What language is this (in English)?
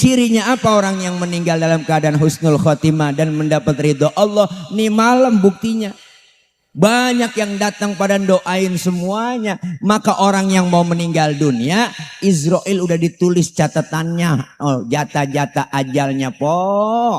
Betawi